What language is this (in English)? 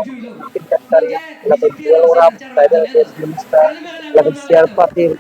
Karbi